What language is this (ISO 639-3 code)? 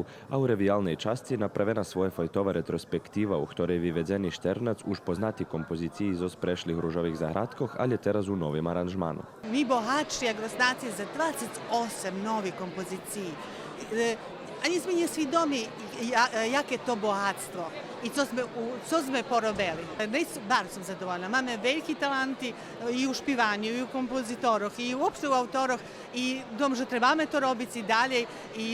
rue